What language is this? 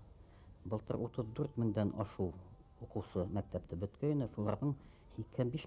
Bashkir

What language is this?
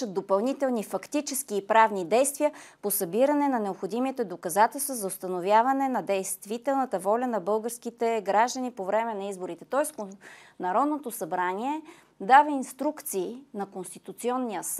Bulgarian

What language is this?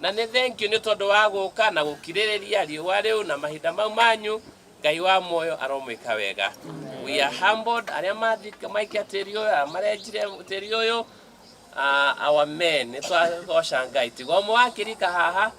Kikuyu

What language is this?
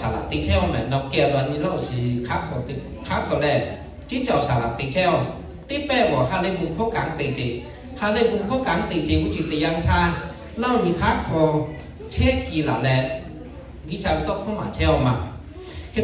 Lahu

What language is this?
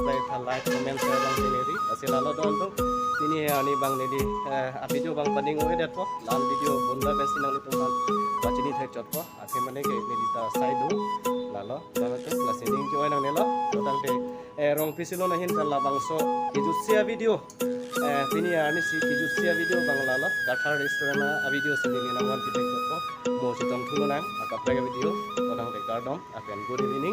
Karbi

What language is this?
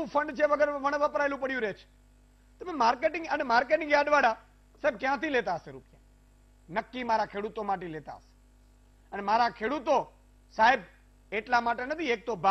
Gujarati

